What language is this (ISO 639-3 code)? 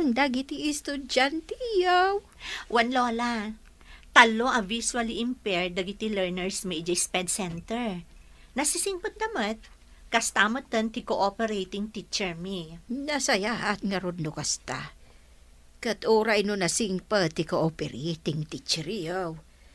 ilo